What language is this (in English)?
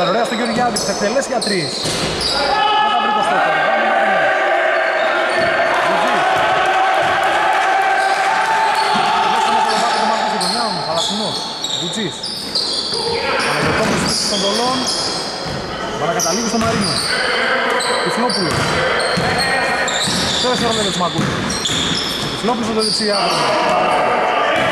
Greek